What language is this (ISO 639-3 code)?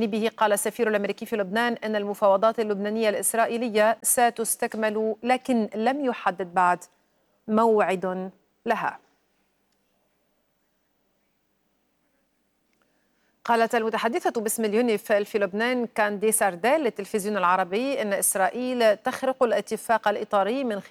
ara